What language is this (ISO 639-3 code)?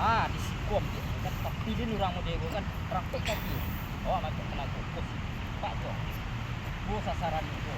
min